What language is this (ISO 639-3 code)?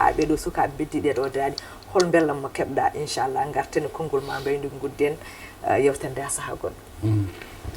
ful